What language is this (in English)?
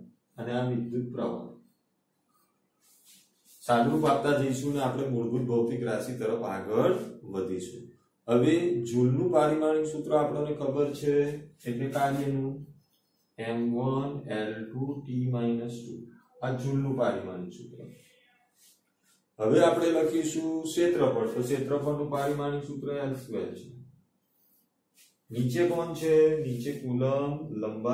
Gujarati